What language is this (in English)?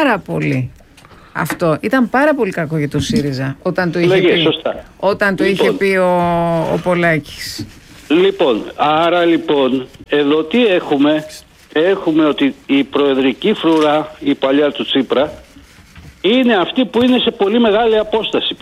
Greek